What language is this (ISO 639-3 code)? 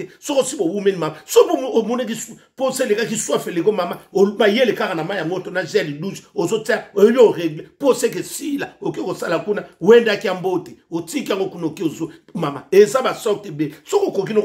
lin